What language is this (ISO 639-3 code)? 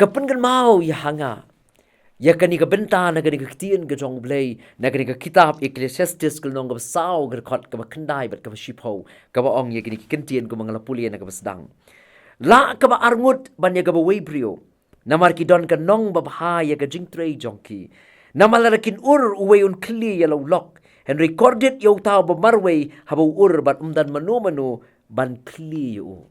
kha